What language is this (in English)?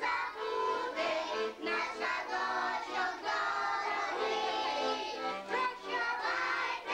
Ukrainian